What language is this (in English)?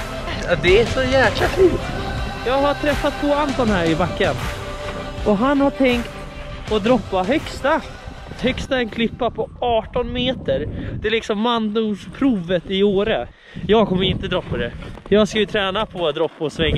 Swedish